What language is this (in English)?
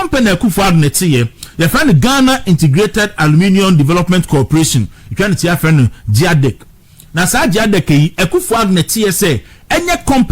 Akan